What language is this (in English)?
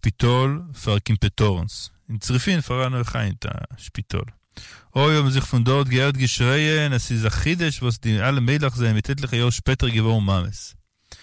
Yiddish